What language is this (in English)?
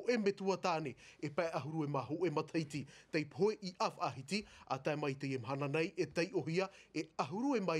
Tahitian